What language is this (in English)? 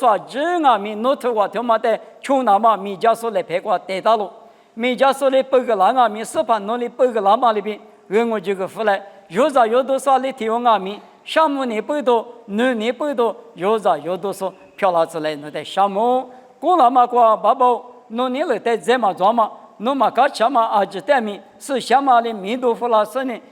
Lisu